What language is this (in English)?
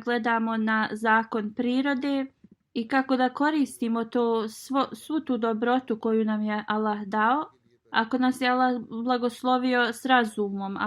Bosnian